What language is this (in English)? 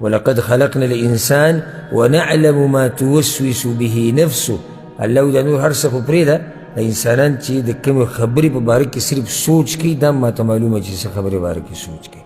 Pashto